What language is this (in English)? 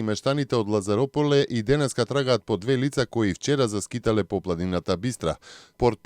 Macedonian